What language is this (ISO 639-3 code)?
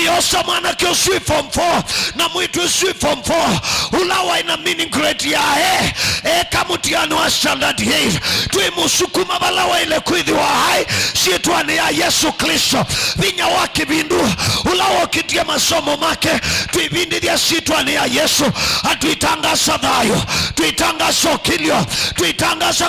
kam